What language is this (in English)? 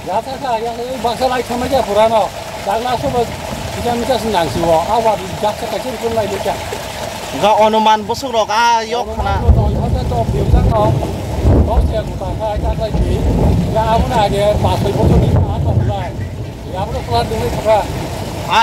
Kok Borok